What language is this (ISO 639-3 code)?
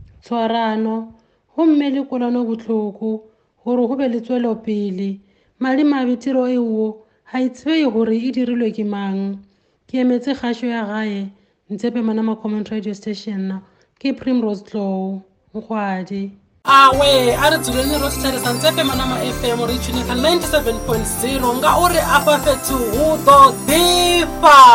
tsn